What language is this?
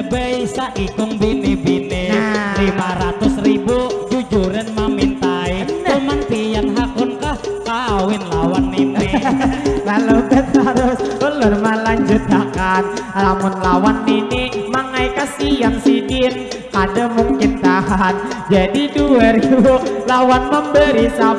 Banjar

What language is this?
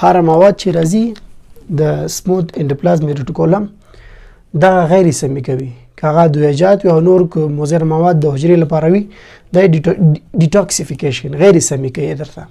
Pashto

